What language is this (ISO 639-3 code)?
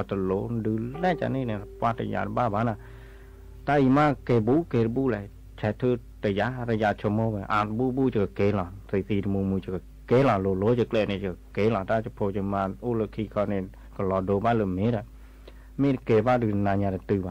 ksw